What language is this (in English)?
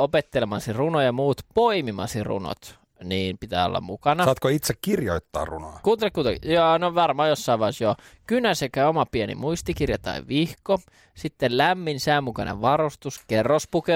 Finnish